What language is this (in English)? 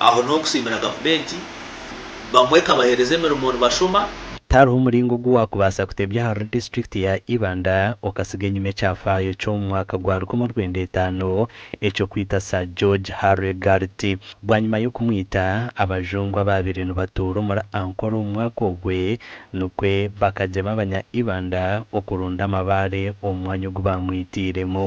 Nyankole